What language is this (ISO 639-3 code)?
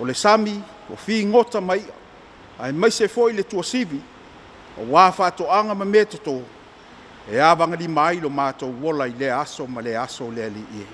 smo